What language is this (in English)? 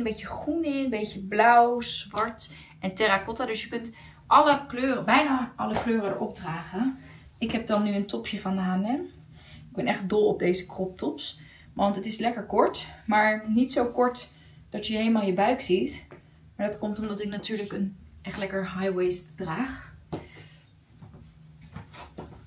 Dutch